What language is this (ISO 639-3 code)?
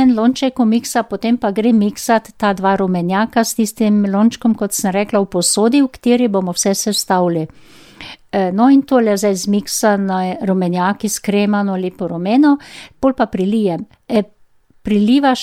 slv